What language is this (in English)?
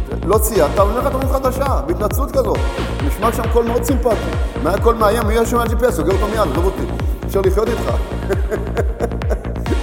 Hebrew